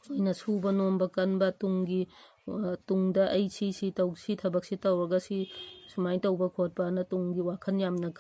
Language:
Manipuri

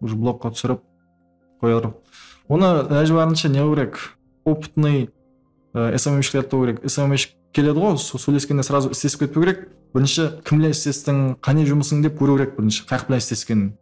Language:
Kara-Kalpak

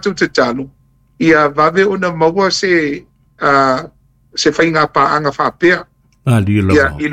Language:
Samoan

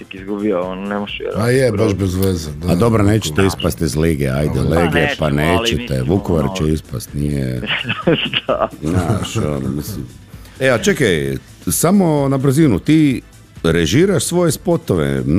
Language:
Croatian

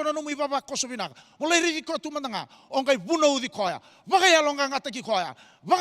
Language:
Fijian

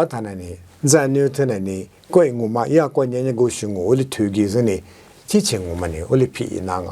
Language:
Lisu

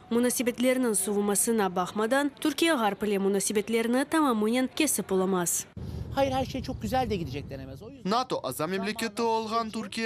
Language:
Crimean Tatar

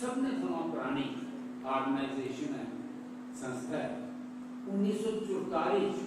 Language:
Dogri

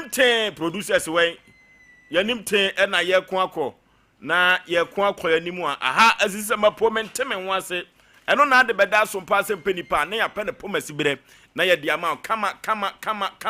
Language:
Akan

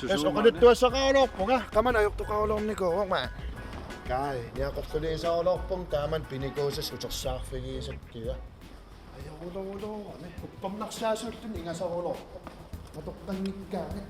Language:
Kalaallisut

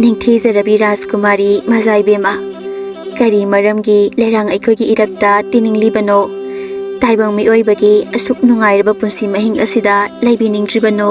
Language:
Manipuri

